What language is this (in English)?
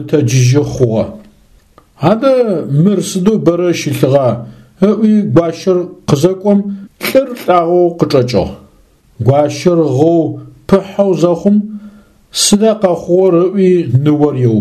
Adyghe